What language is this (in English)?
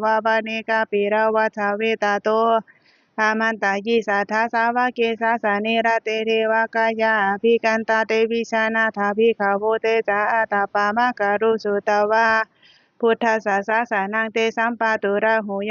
Pali